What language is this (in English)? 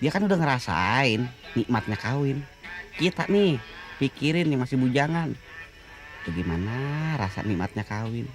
Betawi